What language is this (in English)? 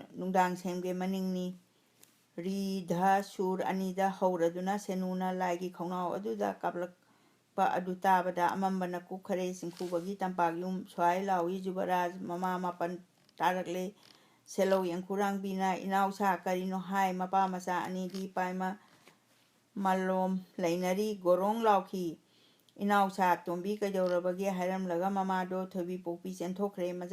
Manipuri